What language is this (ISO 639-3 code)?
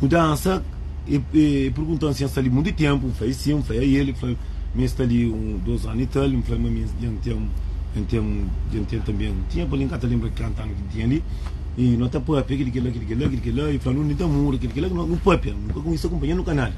kea